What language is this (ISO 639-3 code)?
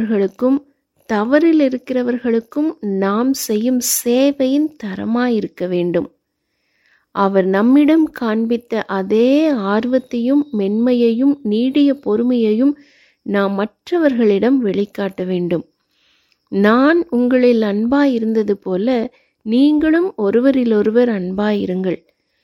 tam